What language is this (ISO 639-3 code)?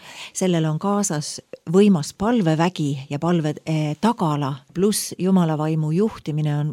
est